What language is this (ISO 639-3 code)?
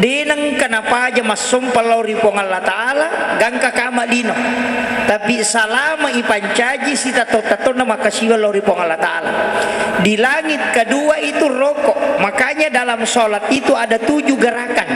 bug